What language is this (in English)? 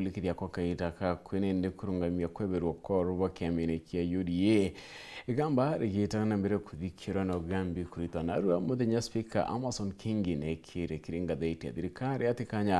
Meru